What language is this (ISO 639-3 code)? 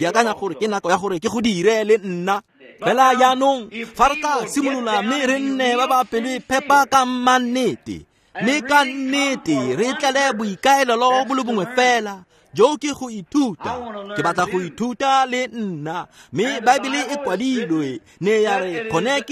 tsn